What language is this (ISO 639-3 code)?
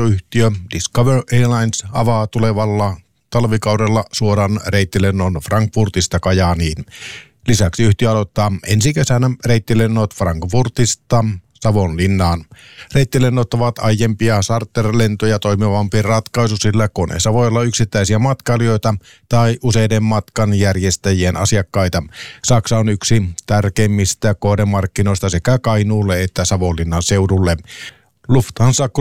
fin